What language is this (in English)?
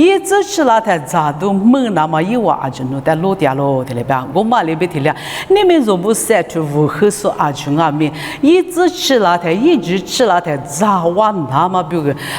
Lisu